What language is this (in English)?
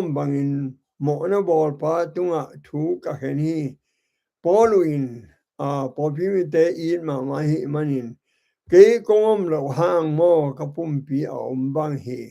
Tedim Chin